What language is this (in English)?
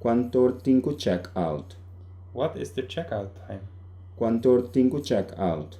Papiamento